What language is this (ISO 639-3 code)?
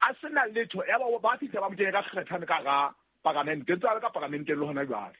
sot